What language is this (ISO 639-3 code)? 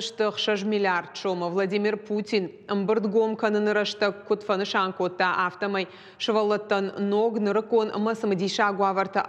oss